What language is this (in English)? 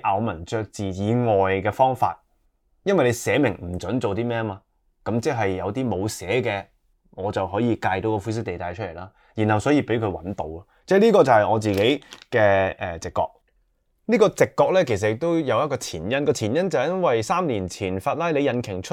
Cantonese